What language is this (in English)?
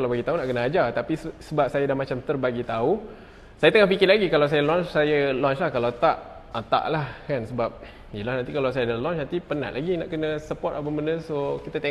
Malay